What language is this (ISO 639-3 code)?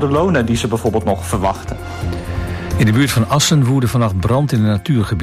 nld